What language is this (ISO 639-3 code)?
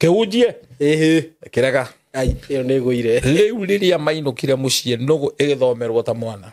kik